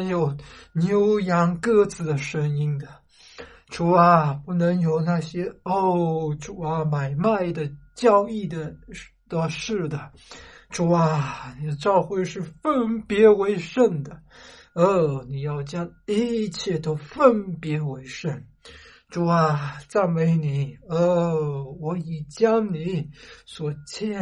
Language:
Chinese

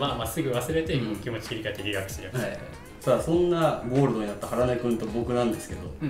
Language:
Japanese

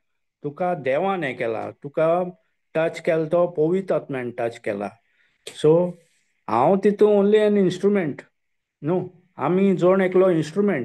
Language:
Konkani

